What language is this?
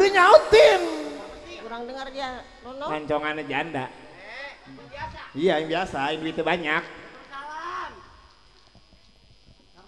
Indonesian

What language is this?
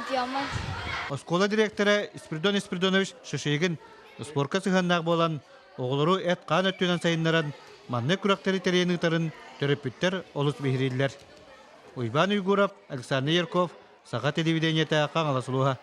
Yakut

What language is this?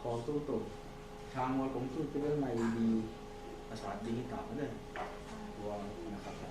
Tedim Chin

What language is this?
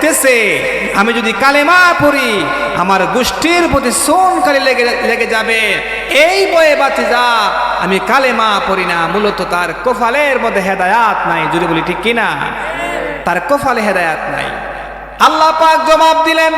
Sylheti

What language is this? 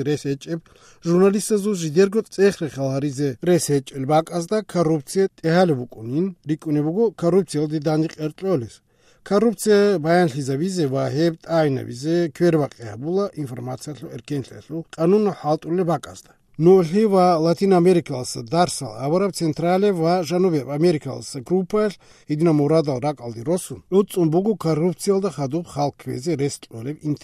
Avaric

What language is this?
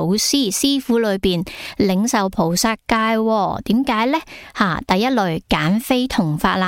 Cantonese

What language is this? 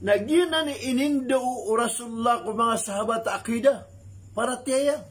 Maranao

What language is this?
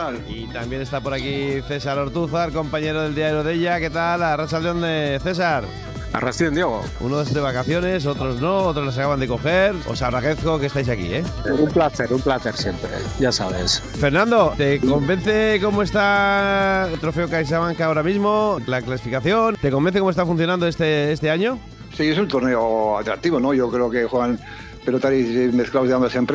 Spanish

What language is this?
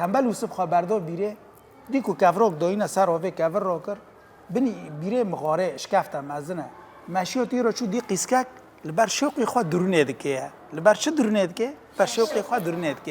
Kurdish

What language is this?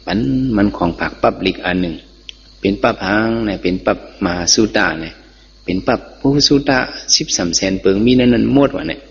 Shan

